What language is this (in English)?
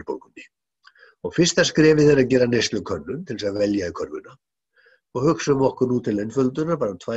Icelandic